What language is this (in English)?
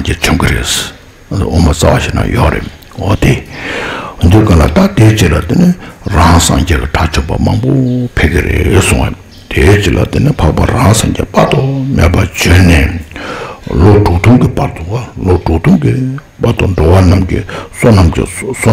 Tibetan